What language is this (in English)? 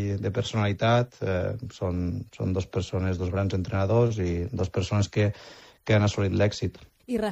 Catalan